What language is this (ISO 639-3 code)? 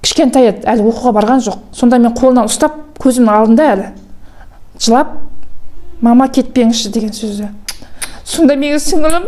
kaz